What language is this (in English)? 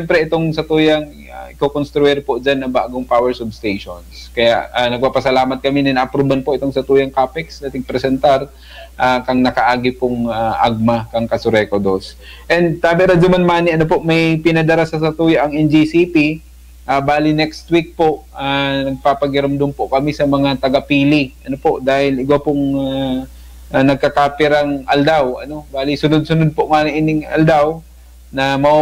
Bikol